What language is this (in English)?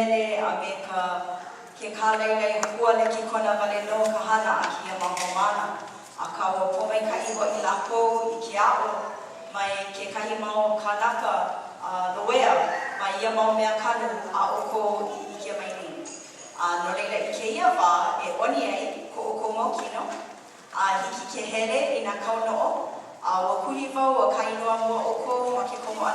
Hawaiian